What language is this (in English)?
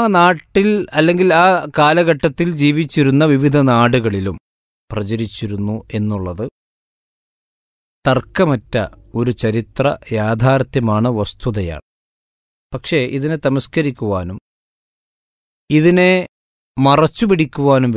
Malayalam